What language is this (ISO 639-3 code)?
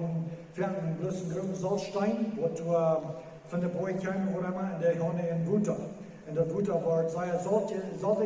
pdt